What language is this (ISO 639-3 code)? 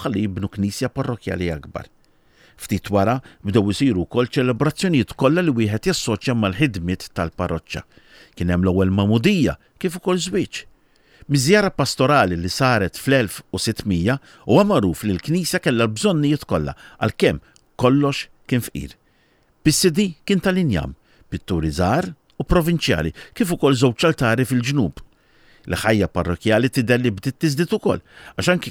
mlt